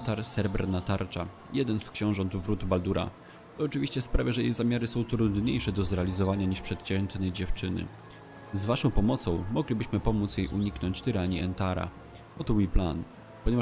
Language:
Polish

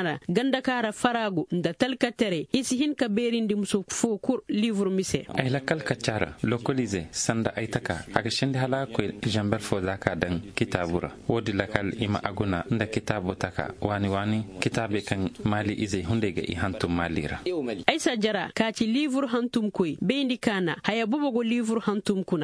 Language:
Koyraboro Senni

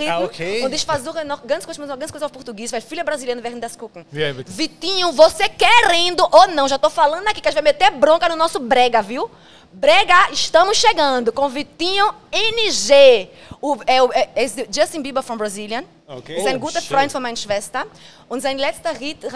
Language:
German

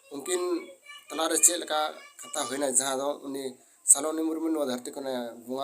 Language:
Santali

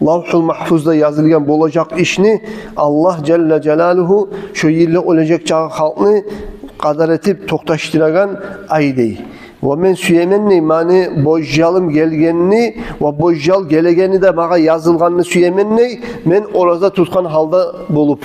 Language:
Kumyk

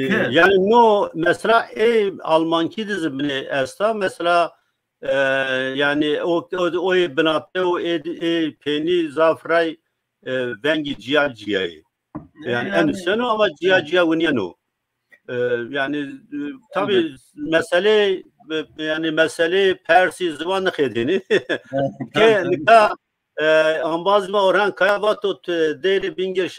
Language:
Zaza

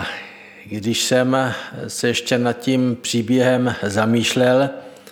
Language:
Czech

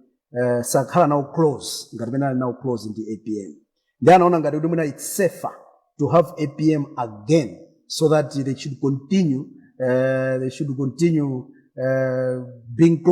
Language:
Nyanja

